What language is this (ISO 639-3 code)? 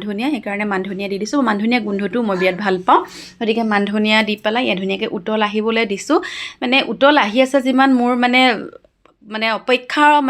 asm